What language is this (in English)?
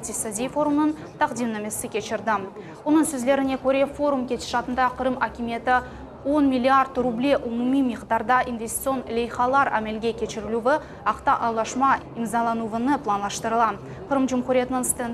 Crimean Tatar